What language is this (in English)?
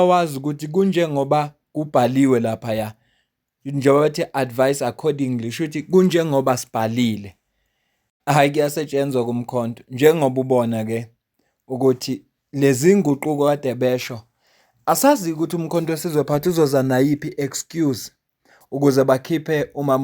Zulu